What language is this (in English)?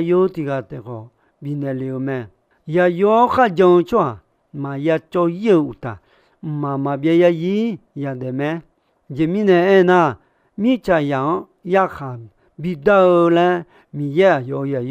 Akha